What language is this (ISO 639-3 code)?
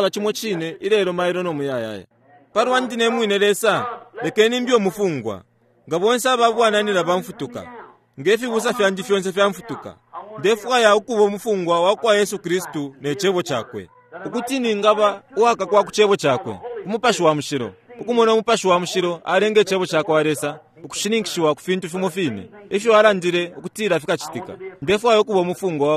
bem